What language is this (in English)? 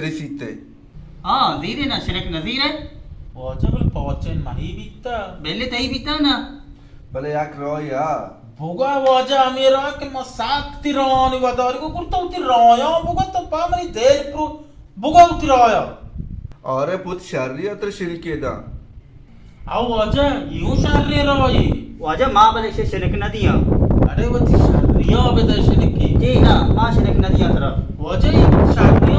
Baluchi